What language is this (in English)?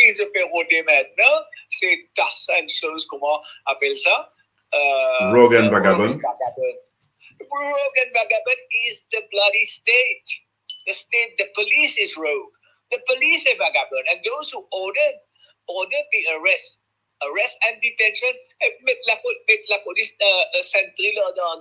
Morisyen